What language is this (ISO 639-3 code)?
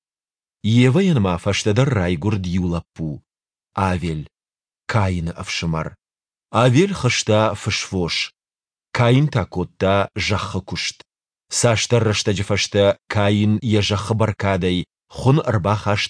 oss